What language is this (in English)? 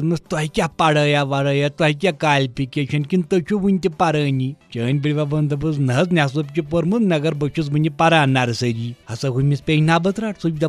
Kashmiri